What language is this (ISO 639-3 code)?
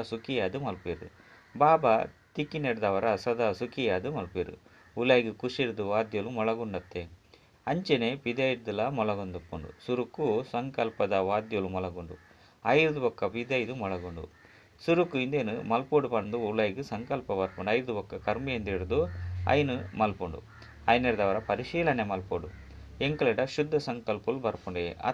tcy